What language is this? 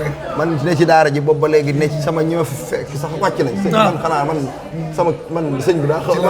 Wolof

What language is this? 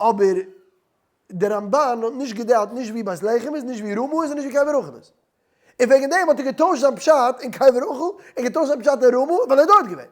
Yiddish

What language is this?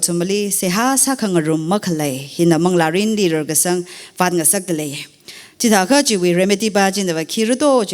Tangkhul Naga (India)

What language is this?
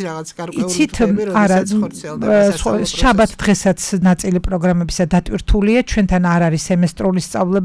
Georgian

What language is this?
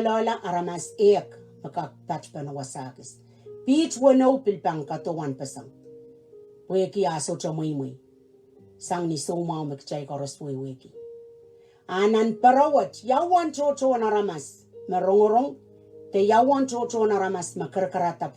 Pohnpeian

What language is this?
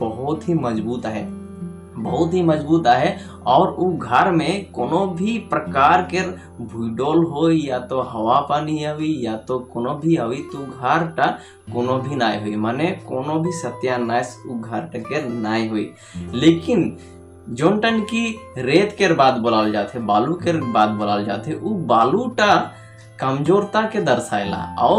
Sadri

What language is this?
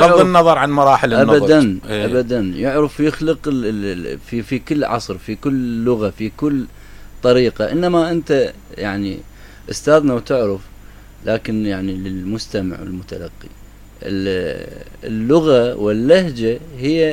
Mesopotamian Arabic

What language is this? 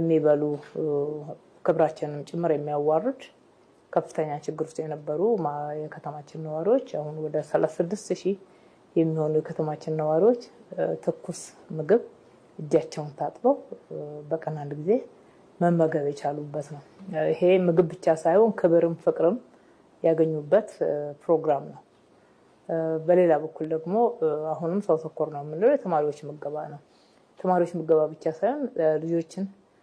Amharic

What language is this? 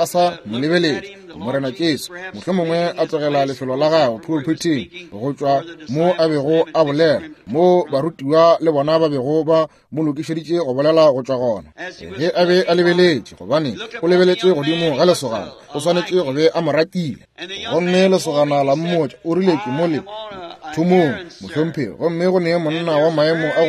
Northern Sotho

